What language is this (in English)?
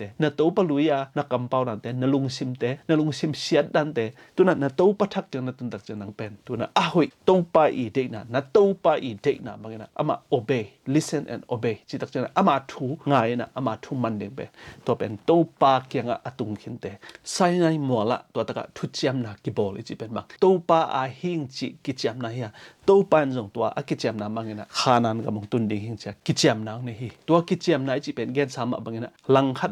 Tedim Chin